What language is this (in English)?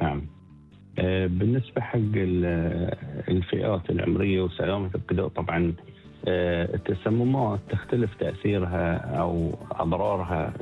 Gulf Arabic